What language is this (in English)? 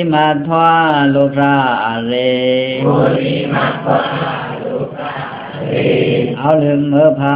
Pa'o Karen